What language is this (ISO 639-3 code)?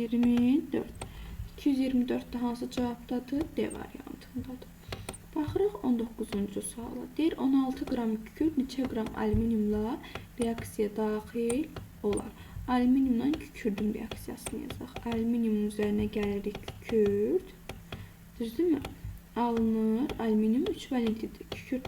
aze